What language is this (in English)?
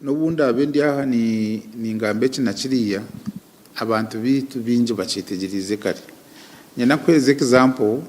Nyankole